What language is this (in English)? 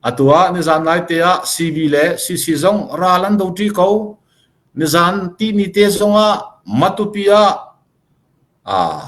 Hakha Chin